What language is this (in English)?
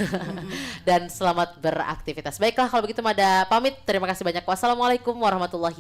Banjar